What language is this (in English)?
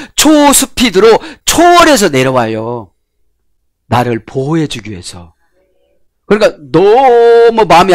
Korean